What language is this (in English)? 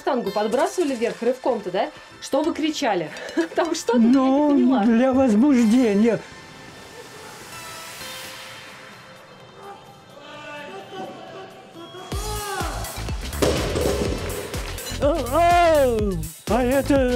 Russian